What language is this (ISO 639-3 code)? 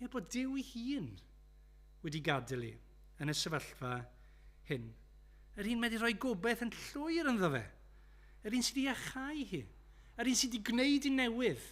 cym